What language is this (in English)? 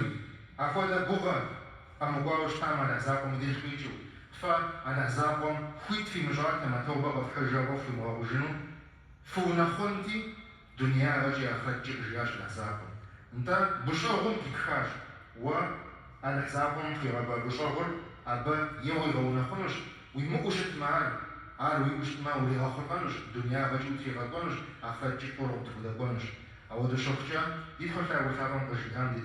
Kabardian